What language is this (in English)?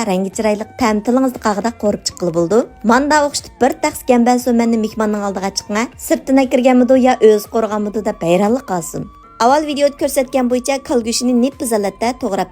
Uyghur